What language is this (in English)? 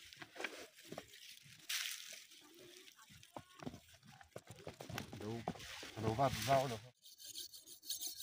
Vietnamese